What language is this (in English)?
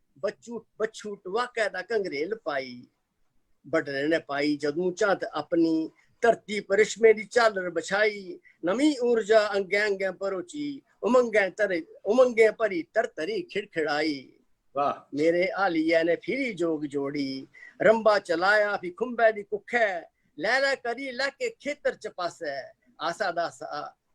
Dogri